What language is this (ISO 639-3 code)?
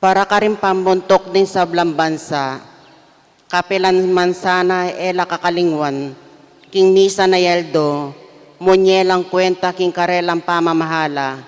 pam